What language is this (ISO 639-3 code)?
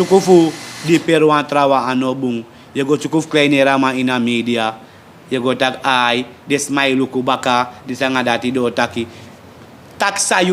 srn